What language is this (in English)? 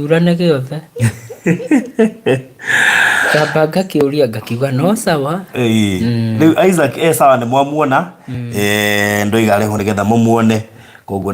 Kikuyu